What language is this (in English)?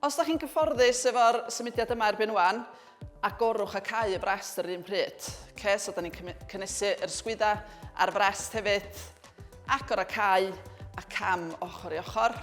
Welsh